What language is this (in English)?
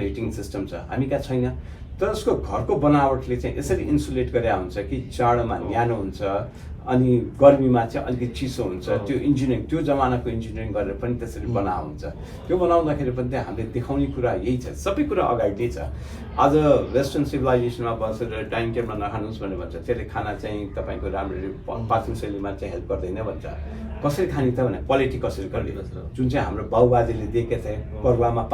Nepali